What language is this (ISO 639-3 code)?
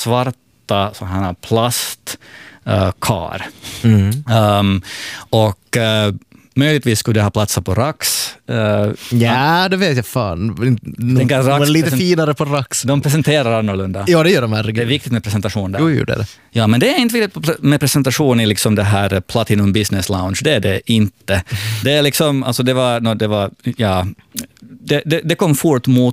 swe